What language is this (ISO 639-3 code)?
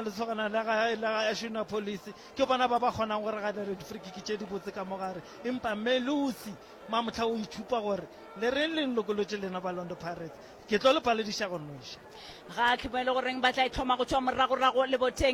nso